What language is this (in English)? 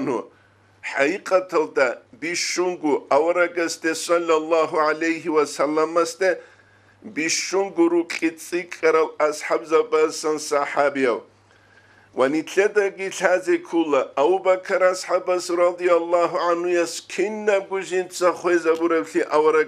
Avaric